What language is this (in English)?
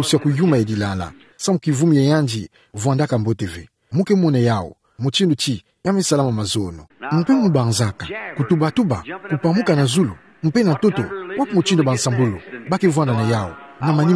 Kituba (Democratic Republic of Congo)